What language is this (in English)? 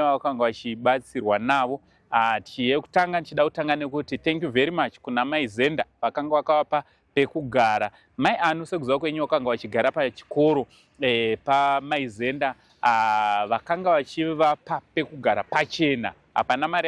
Shona